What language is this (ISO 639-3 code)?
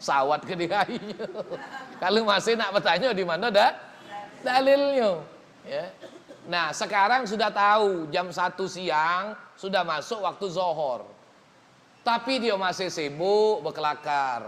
mui